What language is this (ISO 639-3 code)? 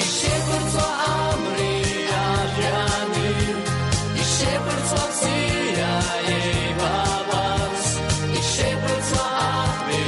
abk